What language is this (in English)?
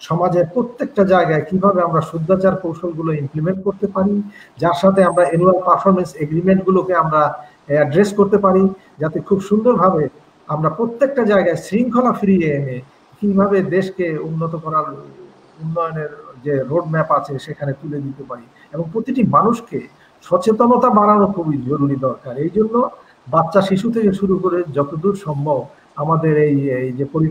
Bangla